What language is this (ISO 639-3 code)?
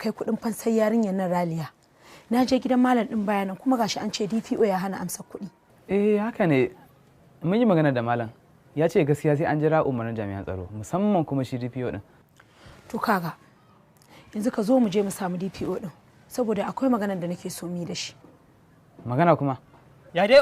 hau